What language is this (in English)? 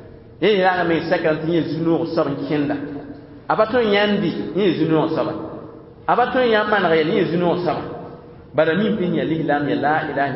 Mossi